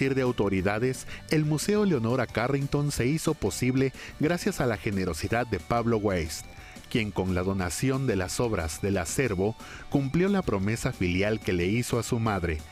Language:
Spanish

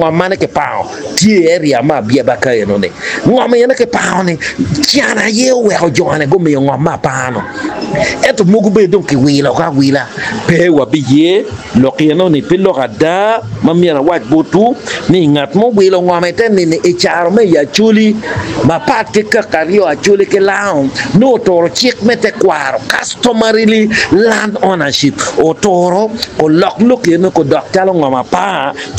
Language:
Acoli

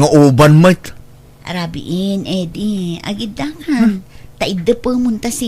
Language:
Iloko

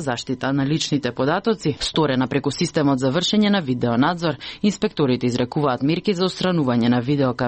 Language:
Macedonian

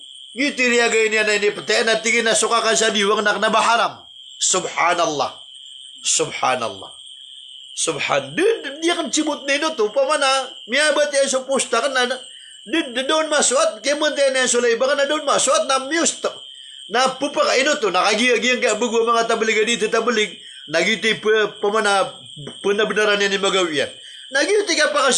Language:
Maranao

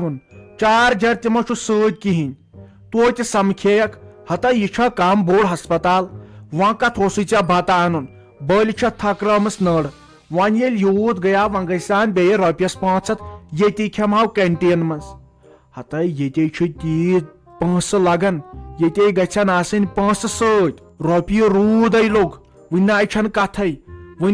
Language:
Kashmiri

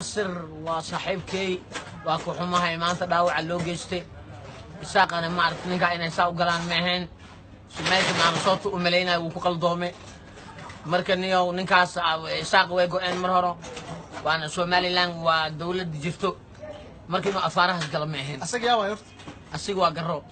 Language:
Somali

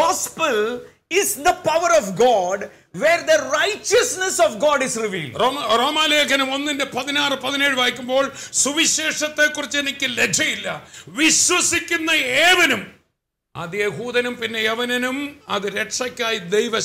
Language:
Malayalam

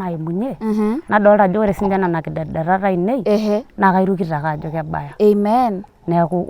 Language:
Masai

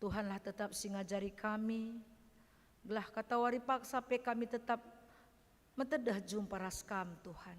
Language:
Batak Karo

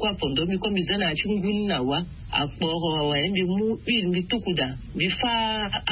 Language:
Sango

